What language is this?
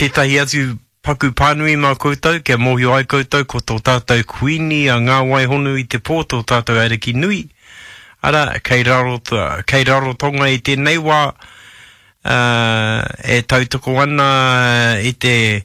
Māori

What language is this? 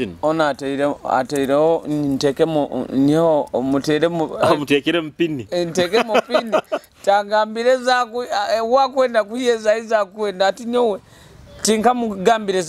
Nyoro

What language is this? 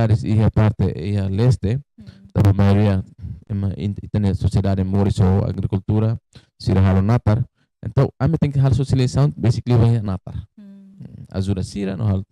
Tetum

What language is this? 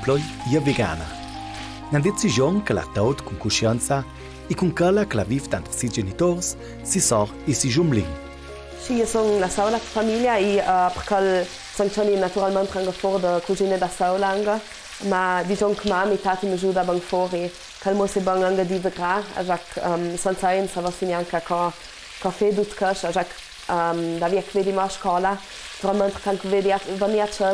Ladin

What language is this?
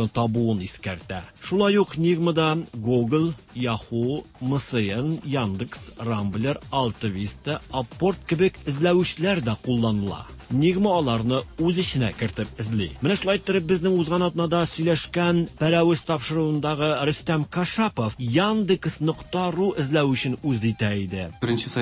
Tatar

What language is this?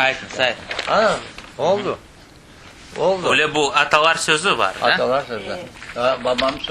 Crimean Tatar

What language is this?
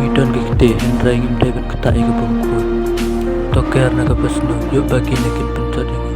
Khasi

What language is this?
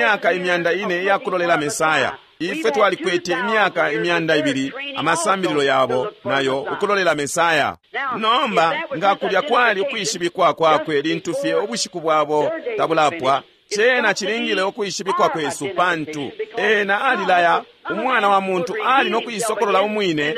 Bemba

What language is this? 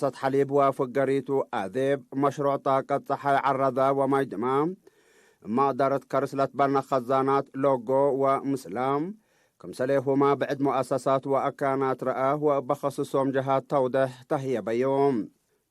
Tigre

